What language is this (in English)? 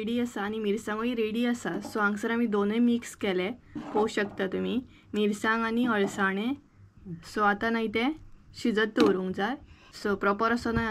Konkani